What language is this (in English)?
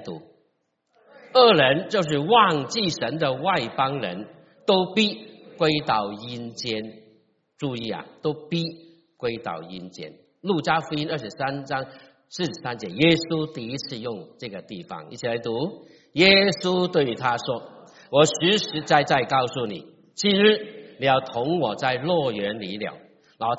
Chinese